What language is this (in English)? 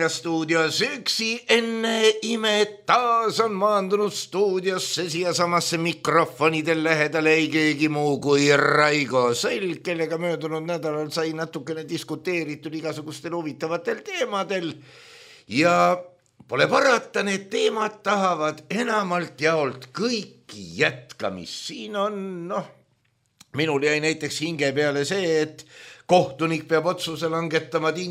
Estonian